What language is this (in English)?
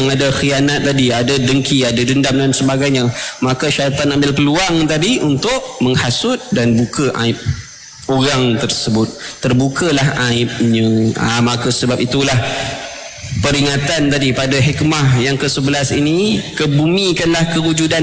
Malay